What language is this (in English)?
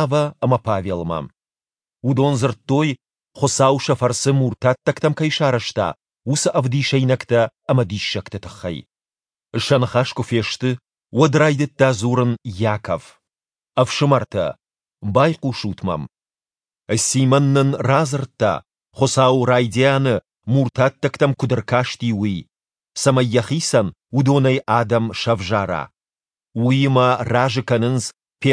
Ossetic